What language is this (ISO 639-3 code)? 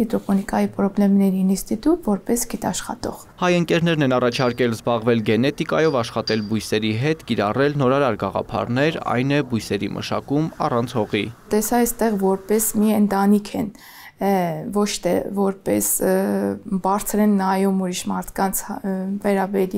hye